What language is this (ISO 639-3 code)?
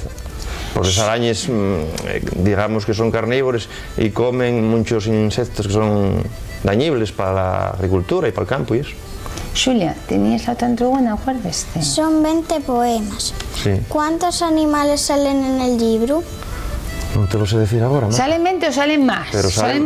ast